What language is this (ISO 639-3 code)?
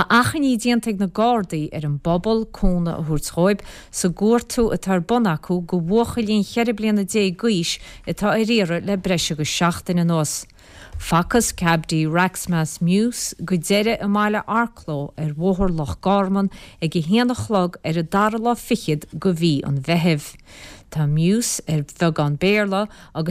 gle